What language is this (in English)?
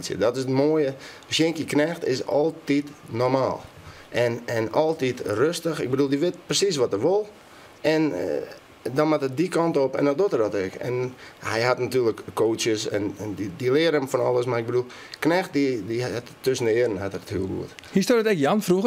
Western Frisian